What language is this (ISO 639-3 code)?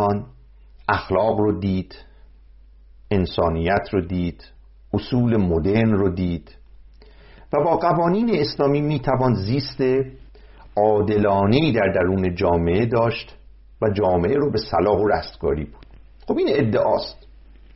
fas